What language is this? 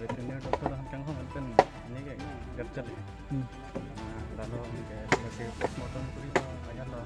Karbi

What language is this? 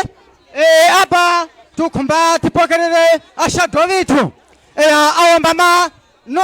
Tumbuka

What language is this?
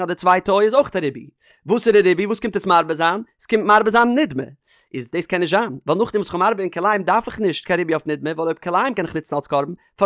Yiddish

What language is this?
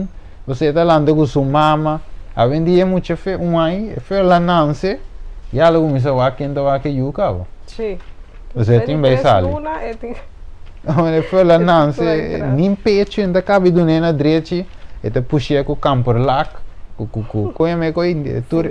Papiamento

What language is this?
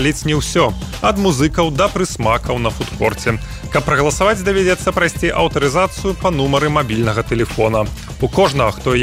Belarusian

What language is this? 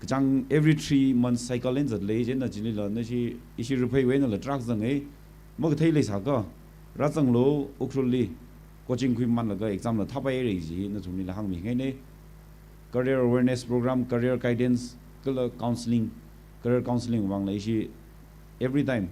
Tangkhul Naga (India)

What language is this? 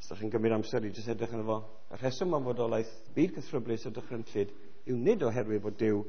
Welsh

